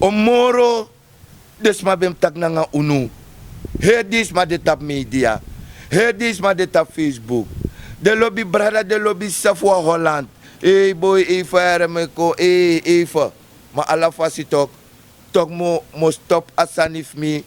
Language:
Sranan Tongo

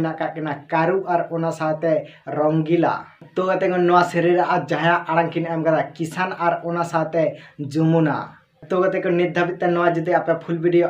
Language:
Santali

